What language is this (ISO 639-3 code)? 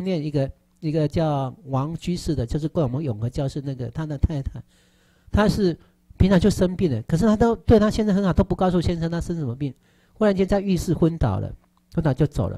zho